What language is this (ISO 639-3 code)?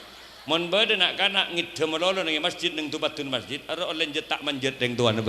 mad